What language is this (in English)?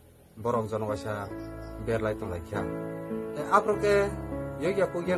Kok Borok